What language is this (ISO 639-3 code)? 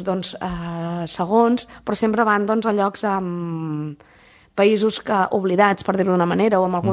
cat